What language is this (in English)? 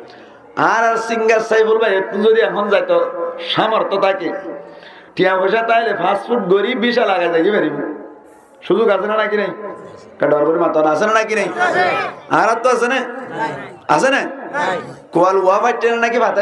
Rohingya